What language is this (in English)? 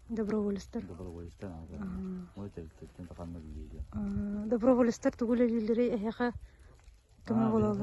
Yakut